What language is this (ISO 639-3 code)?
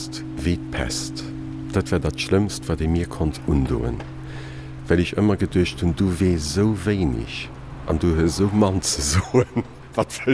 ltz